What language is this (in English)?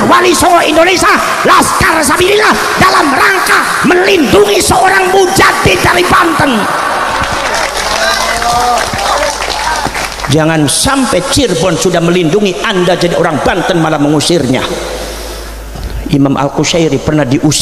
Indonesian